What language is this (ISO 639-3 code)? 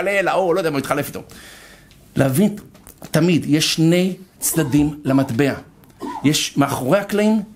heb